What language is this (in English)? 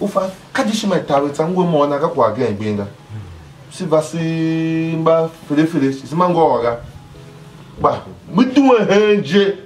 Tiv